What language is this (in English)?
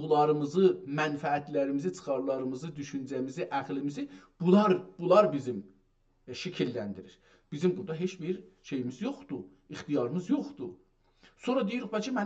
South Azerbaijani